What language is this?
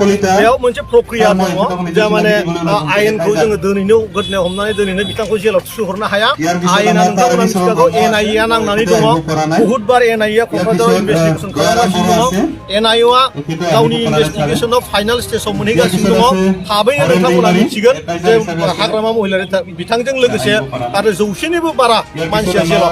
Bodo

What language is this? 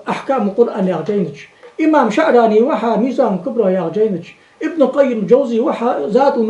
Ingush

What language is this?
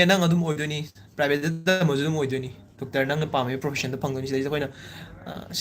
Manipuri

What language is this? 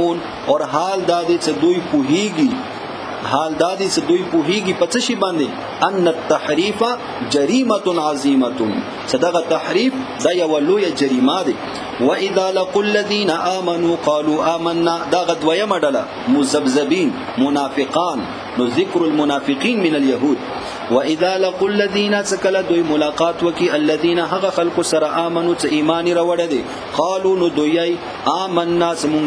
Pashto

